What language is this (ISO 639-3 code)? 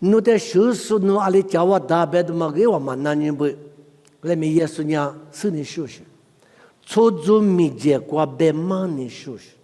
lis